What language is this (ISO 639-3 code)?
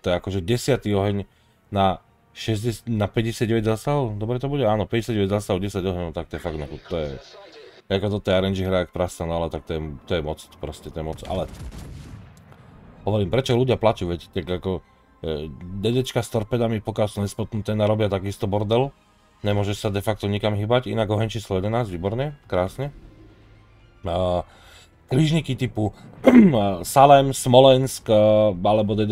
slk